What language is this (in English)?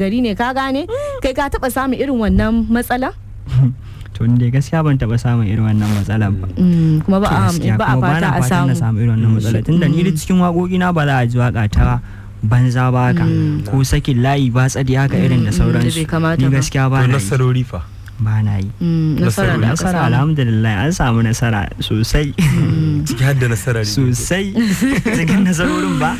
Hausa